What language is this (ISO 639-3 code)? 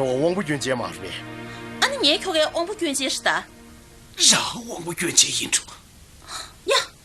bod